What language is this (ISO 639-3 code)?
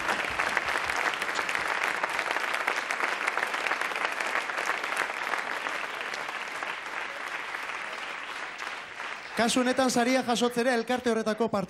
eus